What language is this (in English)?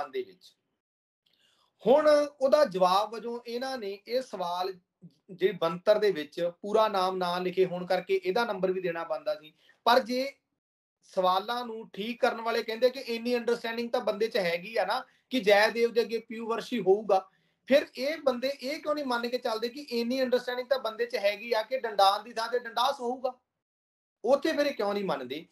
Punjabi